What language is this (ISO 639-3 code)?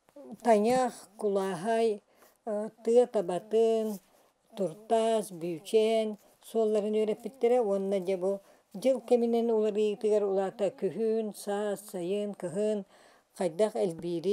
sah